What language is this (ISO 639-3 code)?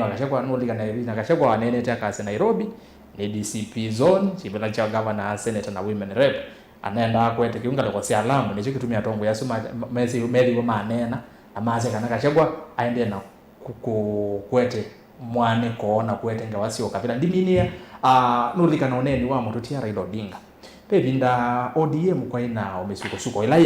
kam